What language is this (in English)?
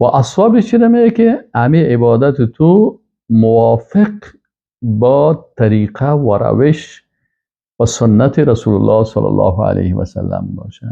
Persian